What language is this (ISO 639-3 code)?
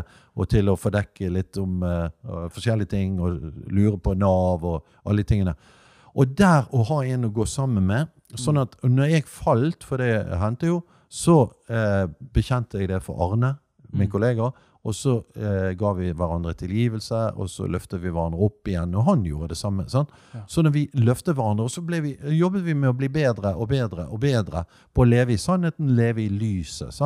nor